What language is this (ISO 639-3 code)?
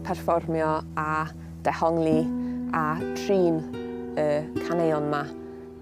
cym